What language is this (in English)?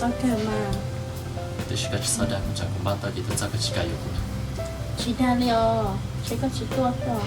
Hmong